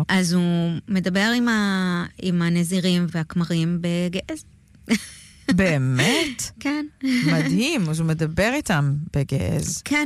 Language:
Hebrew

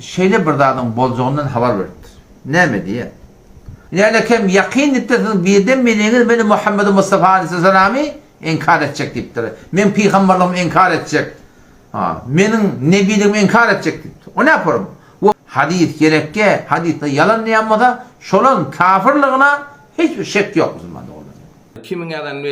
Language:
Turkmen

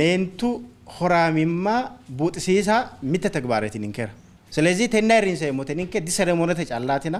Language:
Sidamo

